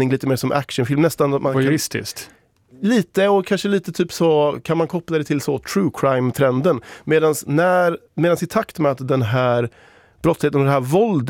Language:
Swedish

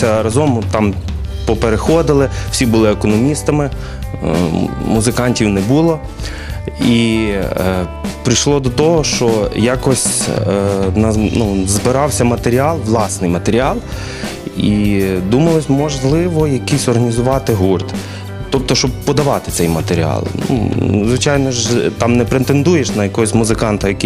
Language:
Ukrainian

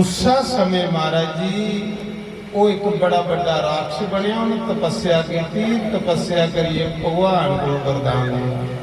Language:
Dogri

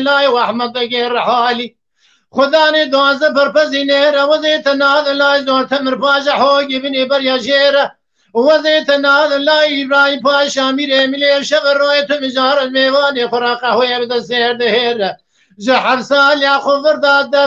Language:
Kurdish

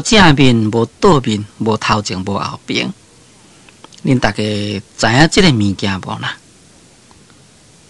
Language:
Min Nan Chinese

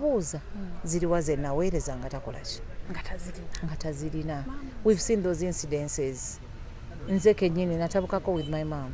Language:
Ganda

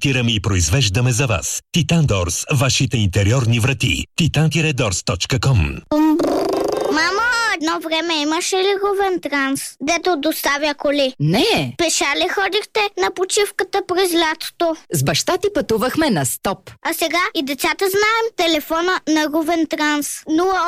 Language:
Bulgarian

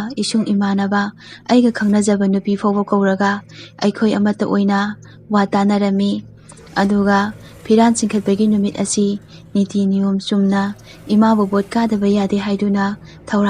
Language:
Manipuri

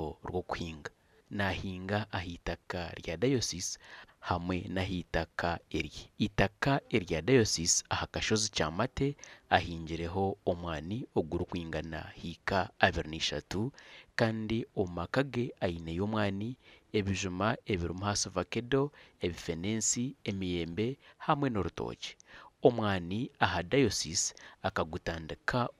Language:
Nyankole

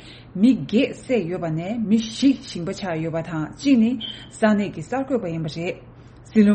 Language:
Tibetan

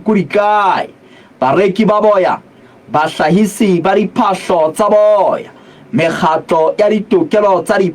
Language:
Southern Sotho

